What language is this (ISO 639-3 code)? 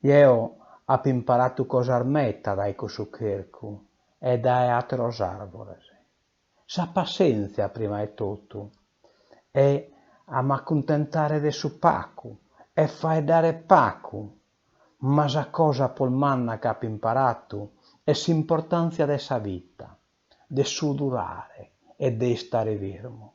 srd